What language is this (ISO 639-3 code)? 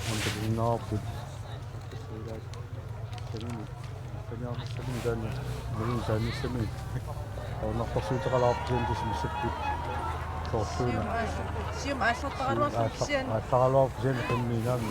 kal